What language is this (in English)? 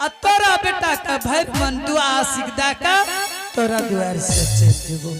Angika